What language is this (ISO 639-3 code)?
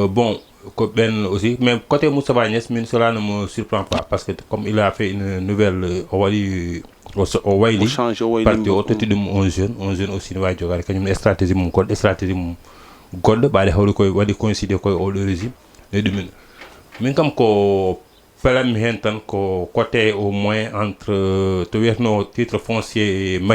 ful